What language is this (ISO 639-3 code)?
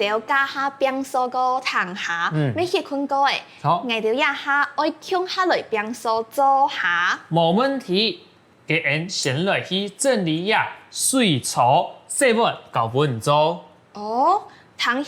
hak